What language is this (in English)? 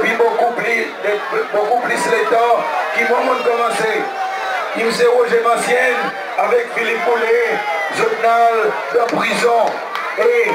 Seselwa Creole French